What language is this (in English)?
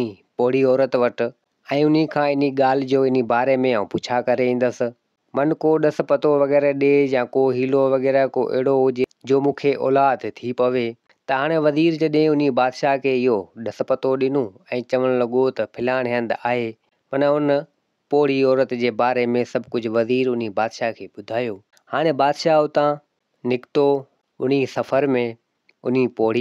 Sindhi